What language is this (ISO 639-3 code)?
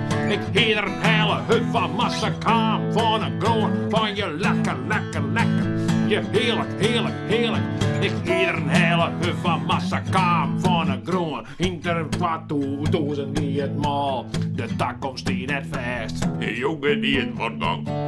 fry